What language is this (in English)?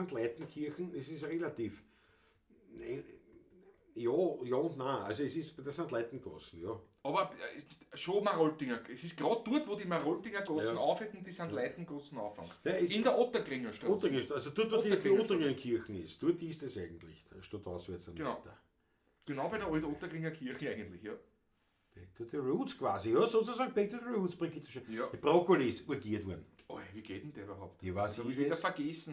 Bavarian